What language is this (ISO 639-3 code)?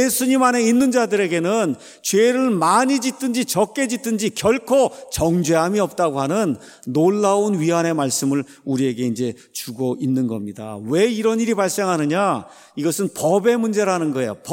kor